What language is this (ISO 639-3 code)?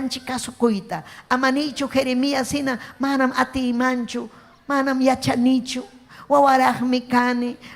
quy